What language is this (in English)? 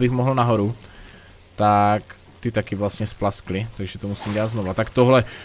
Czech